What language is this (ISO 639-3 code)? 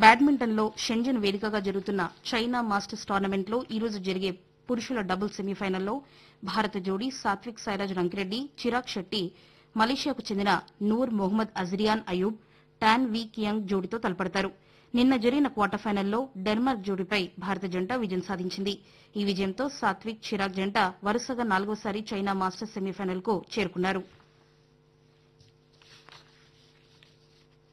tel